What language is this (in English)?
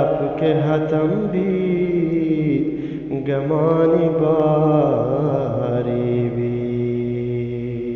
Eastern Balochi